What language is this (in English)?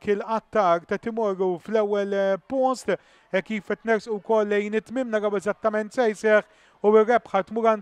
Maltese